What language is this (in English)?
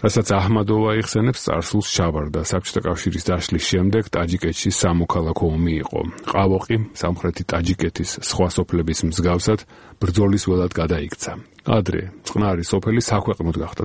Georgian